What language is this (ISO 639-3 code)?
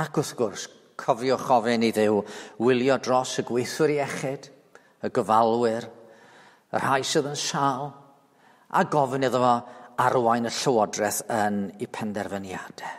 cym